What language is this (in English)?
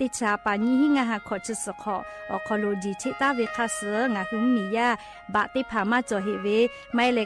Lahu